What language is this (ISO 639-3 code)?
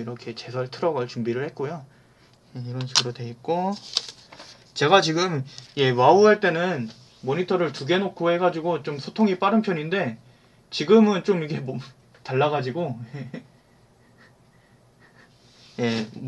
kor